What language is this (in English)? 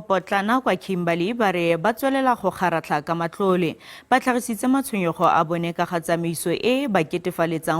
Tswana